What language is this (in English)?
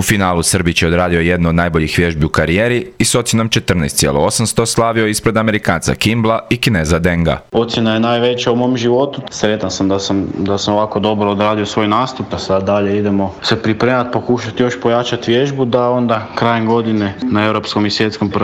Croatian